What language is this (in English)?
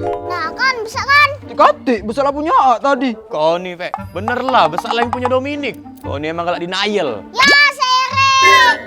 Musi